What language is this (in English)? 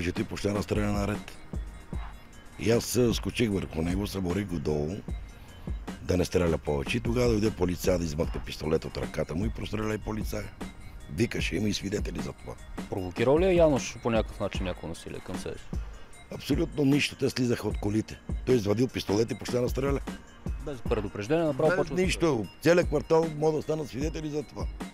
Bulgarian